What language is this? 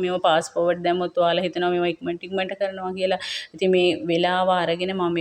Sinhala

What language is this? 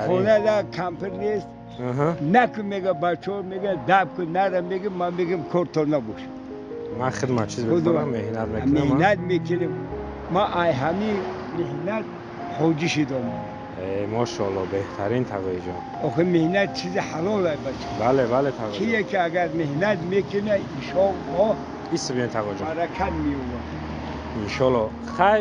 Tajik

